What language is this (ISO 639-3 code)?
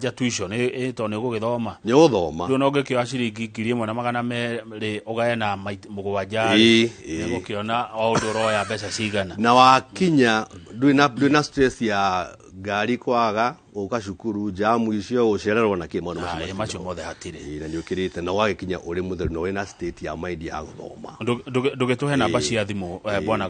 kik